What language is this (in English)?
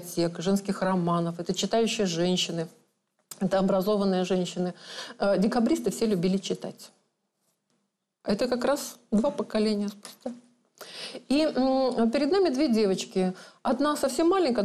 Russian